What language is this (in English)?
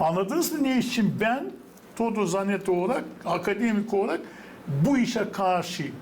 Gagauz